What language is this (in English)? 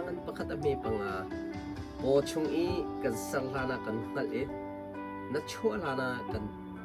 Hakha Chin